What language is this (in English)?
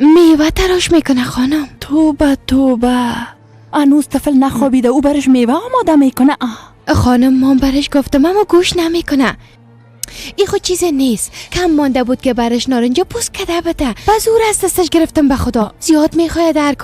Persian